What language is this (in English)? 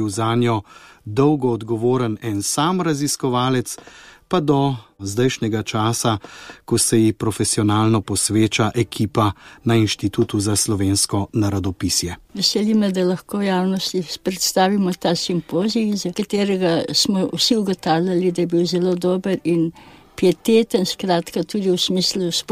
Slovenian